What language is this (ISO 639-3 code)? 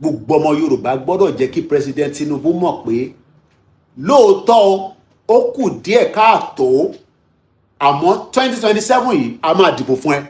yor